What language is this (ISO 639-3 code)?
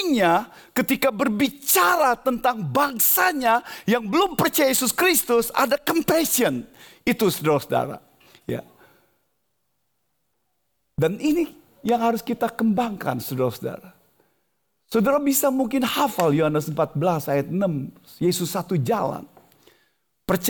ind